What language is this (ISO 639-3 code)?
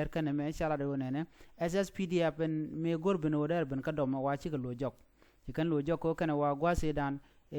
nus